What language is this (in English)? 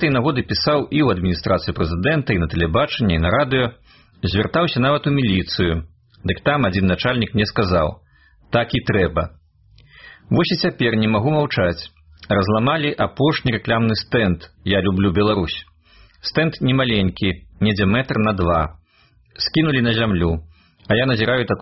Belarusian